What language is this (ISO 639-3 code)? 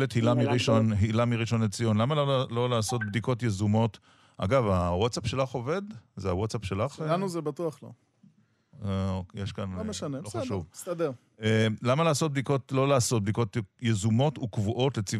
heb